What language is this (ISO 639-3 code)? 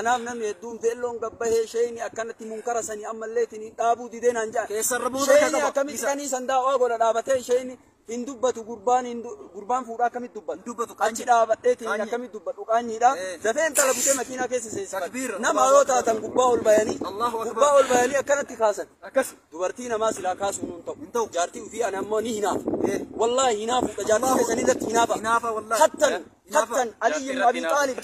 orm